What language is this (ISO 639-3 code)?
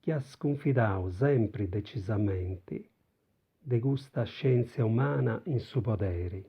srd